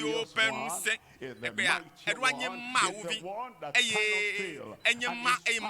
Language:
Ewe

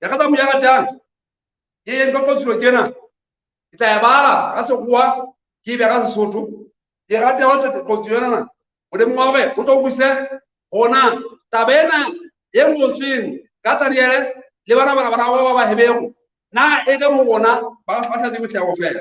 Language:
Southern Sotho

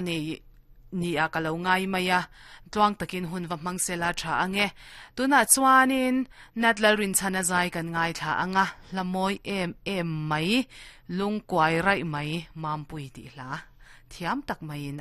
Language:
Mizo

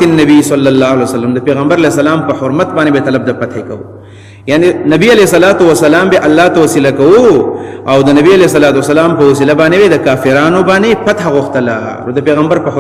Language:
Pashto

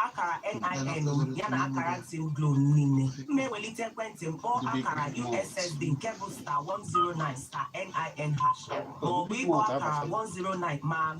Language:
Igbo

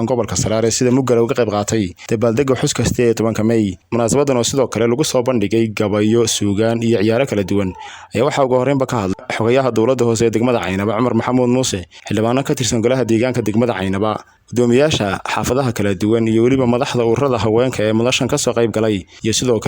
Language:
Somali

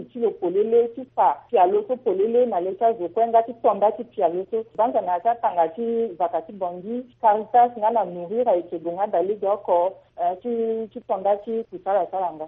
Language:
Sango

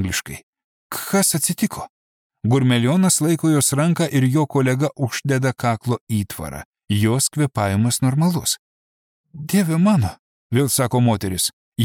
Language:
Lithuanian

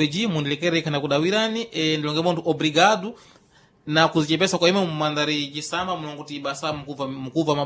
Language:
Sena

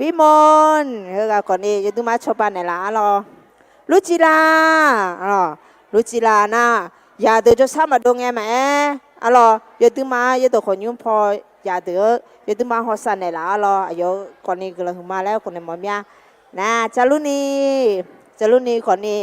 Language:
Akha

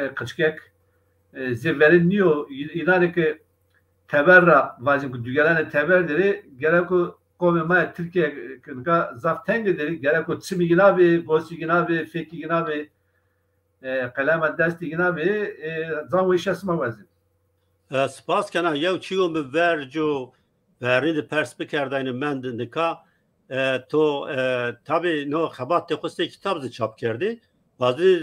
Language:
Zaza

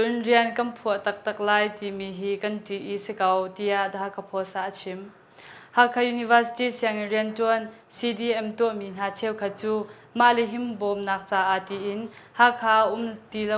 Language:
Hakha Chin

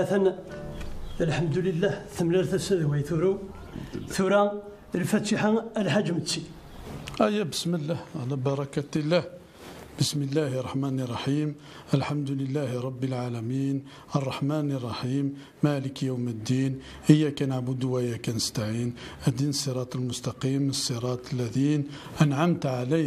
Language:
Kabyle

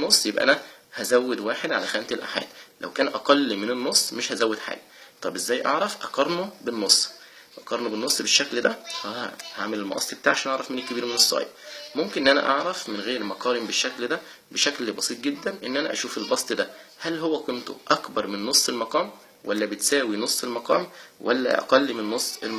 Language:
Egyptian Arabic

